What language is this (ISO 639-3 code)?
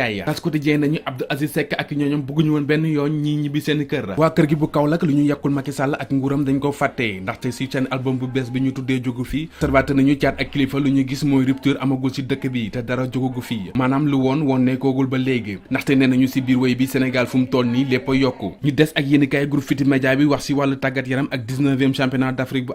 wol